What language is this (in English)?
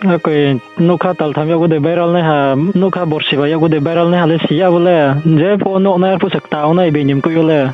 Riang (India)